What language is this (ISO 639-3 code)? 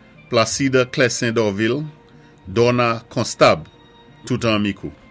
acf